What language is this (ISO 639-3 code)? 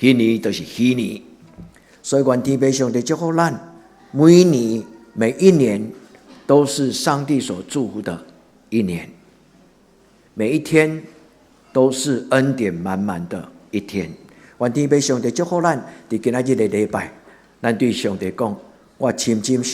nan